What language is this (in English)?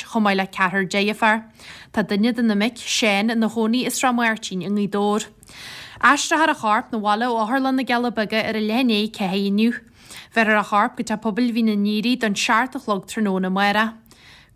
Irish